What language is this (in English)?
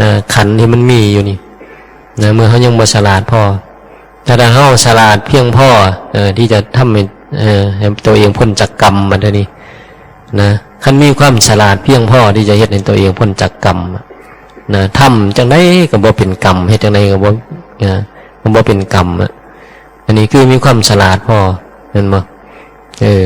Northeastern Thai